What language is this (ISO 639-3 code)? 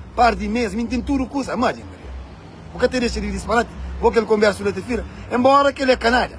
kea